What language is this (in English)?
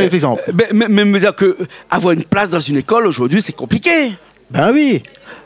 Réunion Creole French